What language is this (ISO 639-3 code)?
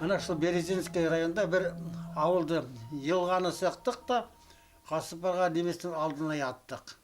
bak